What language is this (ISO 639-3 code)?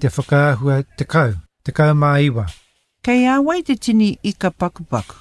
mri